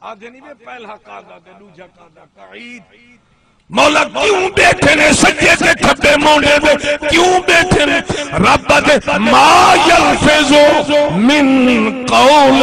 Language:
Saraiki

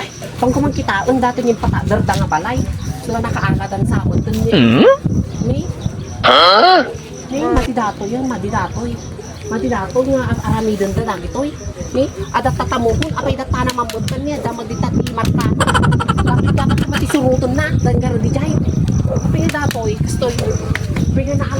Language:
Iloko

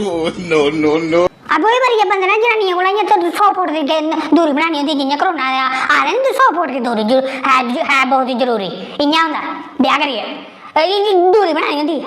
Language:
Dogri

